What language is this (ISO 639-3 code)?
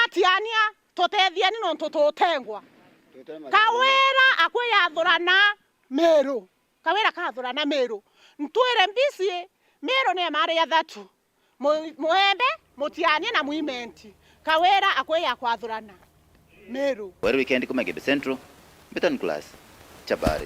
mer